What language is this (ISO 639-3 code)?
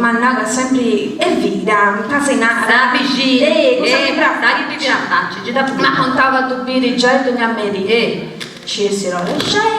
srd